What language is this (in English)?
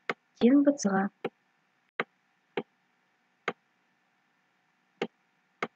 Kazakh